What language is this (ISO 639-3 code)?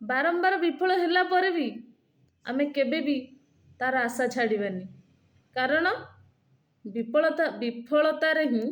ori